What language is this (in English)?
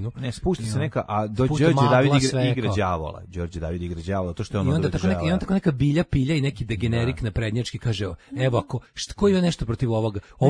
Serbian